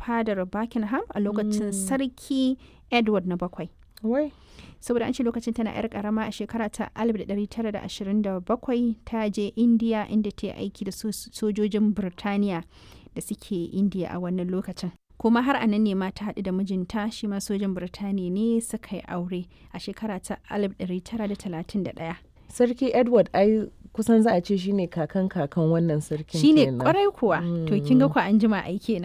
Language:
Hausa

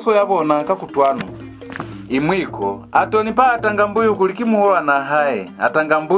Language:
Lozi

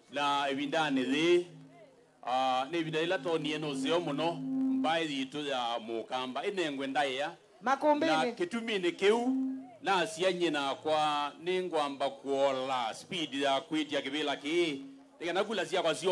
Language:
Kamba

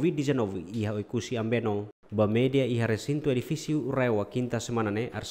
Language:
Tetum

